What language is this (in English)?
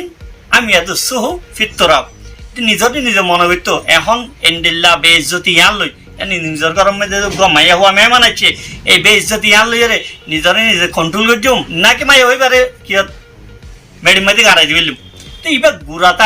Rohingya